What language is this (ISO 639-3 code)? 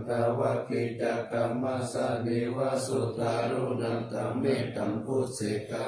pli